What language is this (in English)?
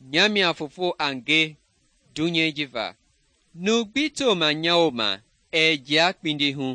Mende